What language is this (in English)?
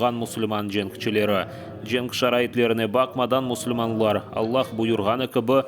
Crimean Tatar